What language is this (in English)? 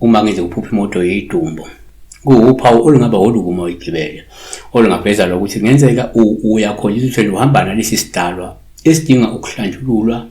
Zulu